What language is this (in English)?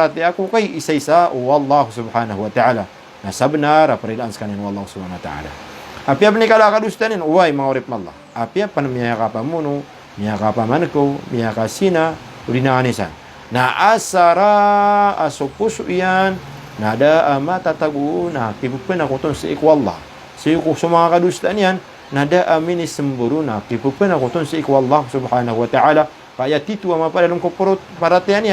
Maranao